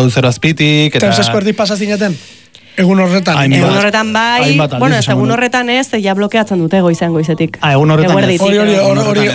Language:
Basque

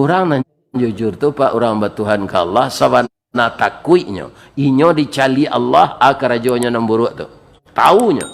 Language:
Minangkabau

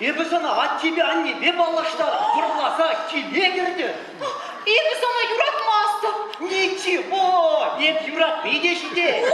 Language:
Chuvash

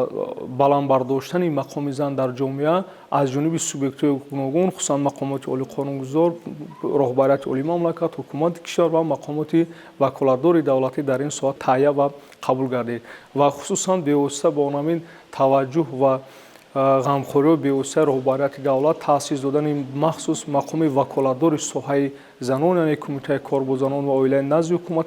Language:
Tajik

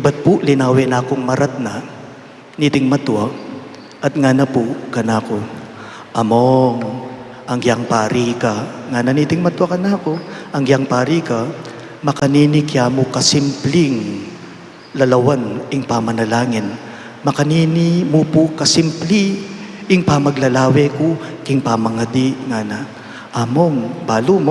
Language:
Pampanga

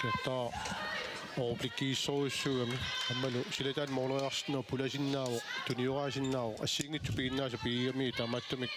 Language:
Kalaallisut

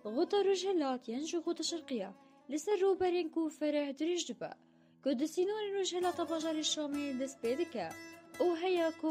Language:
Kurdish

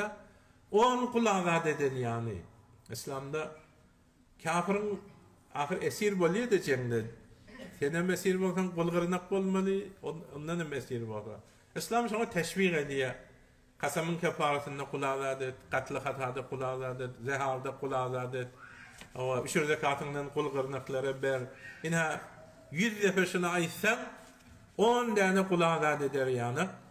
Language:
Turkmen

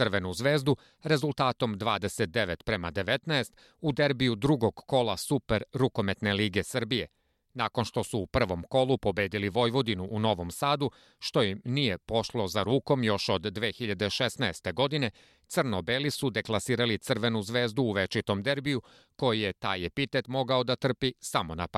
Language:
Serbian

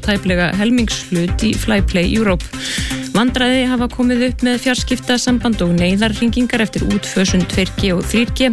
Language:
Icelandic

